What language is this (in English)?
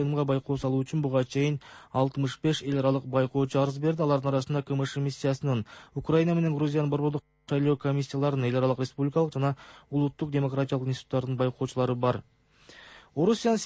Kyrgyz